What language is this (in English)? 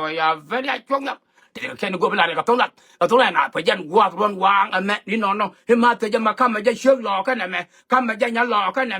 Nuer